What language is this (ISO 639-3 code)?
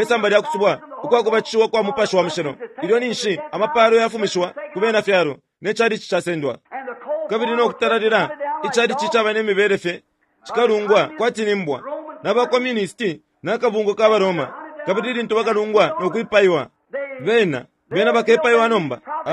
bem